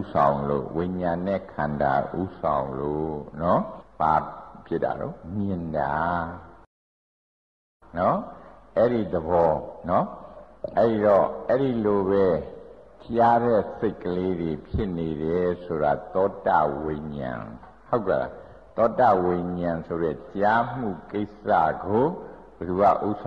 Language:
Burmese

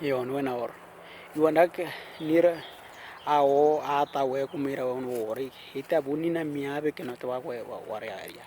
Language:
Western Dani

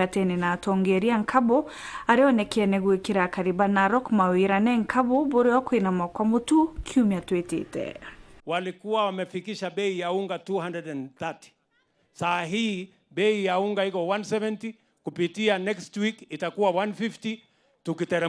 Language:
Meru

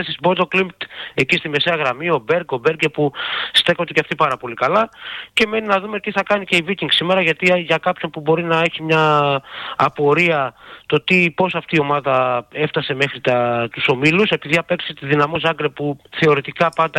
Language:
Greek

